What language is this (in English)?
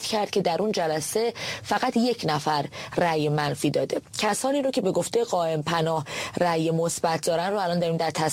Persian